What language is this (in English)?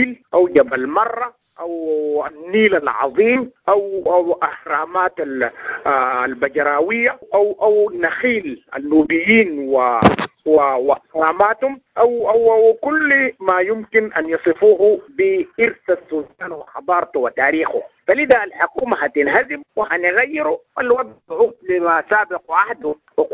Sudanese Arabic